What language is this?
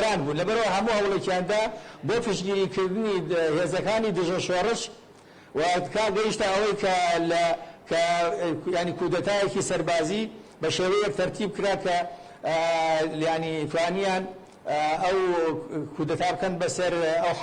Central Kurdish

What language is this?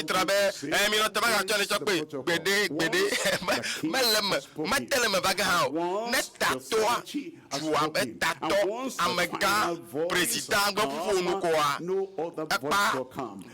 Ewe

